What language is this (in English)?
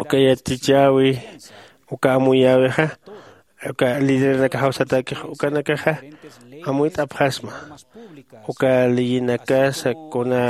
Aymara